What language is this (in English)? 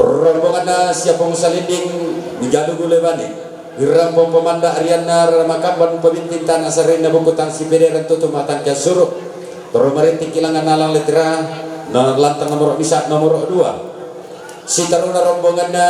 Toraja-Sa'dan